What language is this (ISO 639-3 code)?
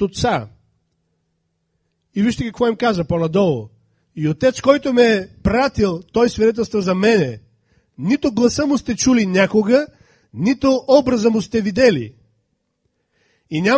bul